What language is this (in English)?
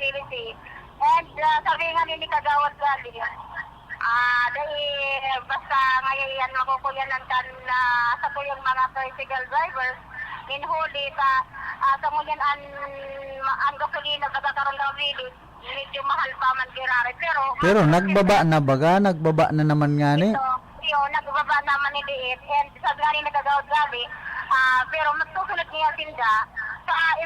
Bikol